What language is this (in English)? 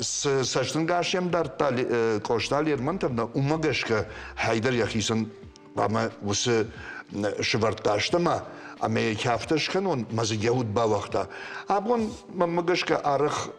Ossetic